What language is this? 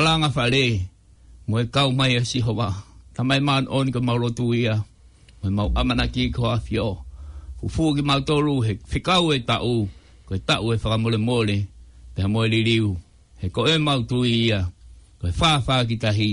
Tongan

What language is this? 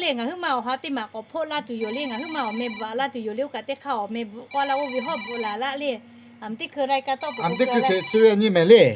Lahu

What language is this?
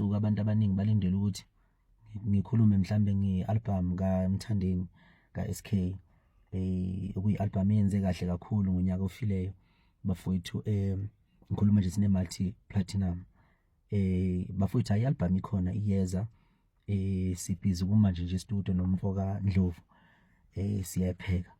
Zulu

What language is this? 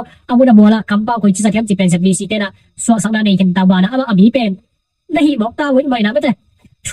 Tedim Chin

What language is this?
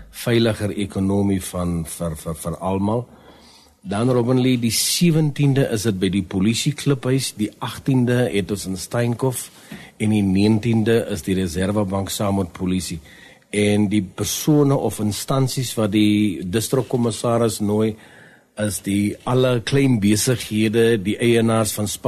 Afrikaans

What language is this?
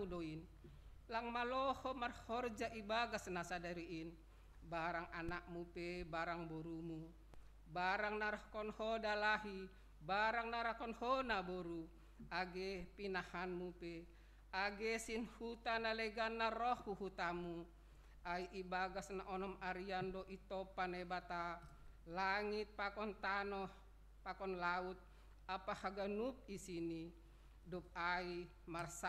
Batak Simalungun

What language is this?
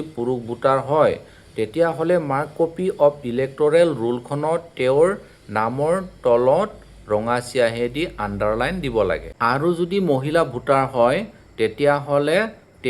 Assamese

